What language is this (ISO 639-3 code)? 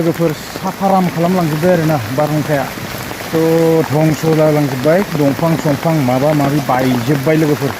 brx